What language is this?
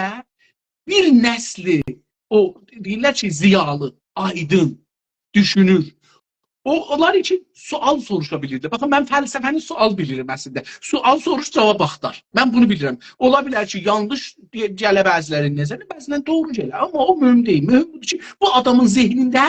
South Azerbaijani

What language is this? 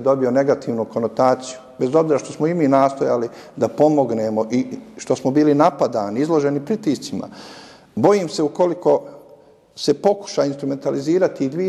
Bosnian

